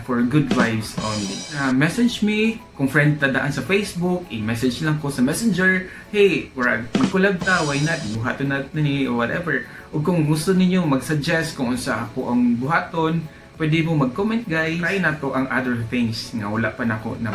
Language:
Cebuano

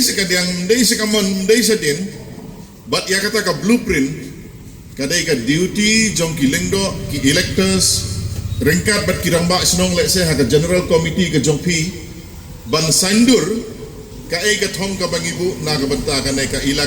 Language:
Khasi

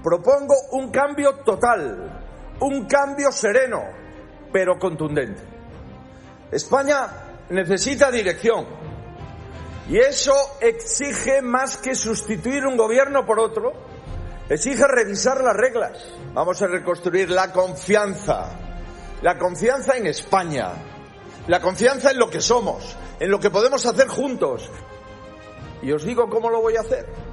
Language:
Spanish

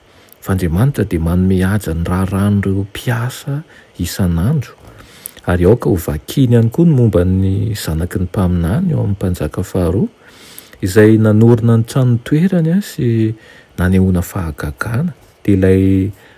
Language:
Malagasy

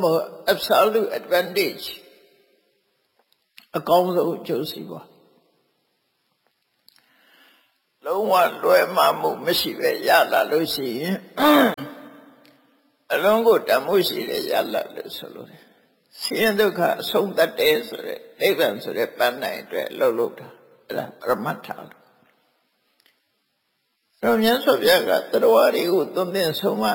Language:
Burmese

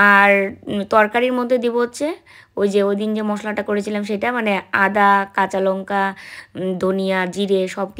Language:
Bangla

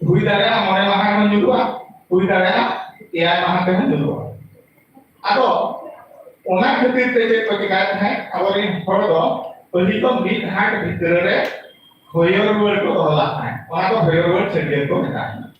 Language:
Santali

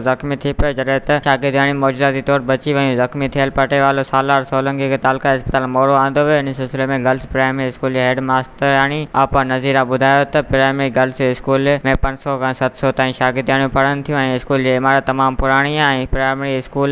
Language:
Sindhi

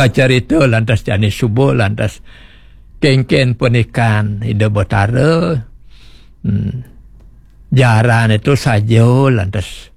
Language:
Balinese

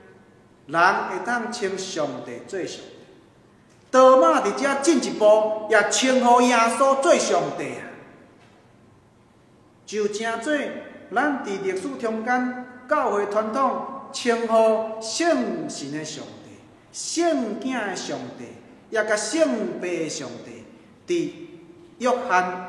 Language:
Min Nan Chinese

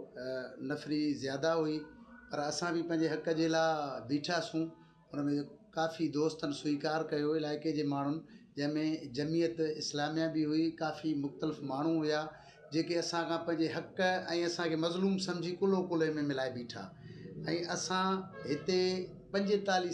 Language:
Sindhi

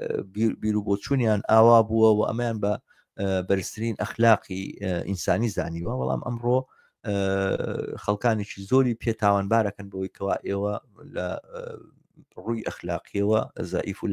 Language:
Central Kurdish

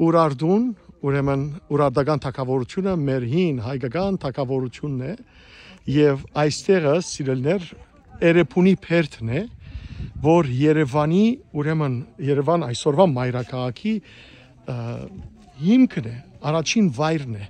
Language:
Western Armenian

